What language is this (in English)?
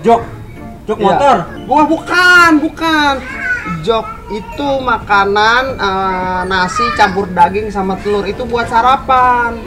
Betawi